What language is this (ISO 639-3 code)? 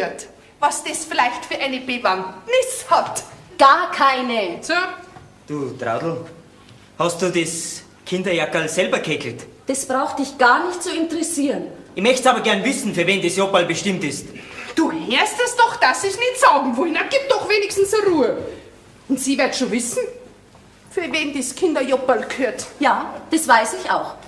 bar